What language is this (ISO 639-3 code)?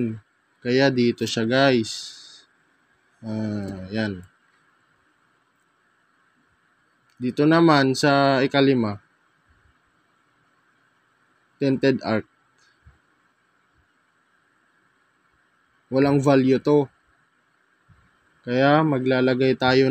fil